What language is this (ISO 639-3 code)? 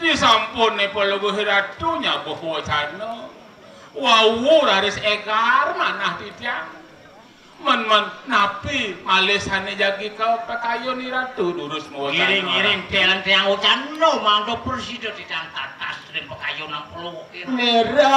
ban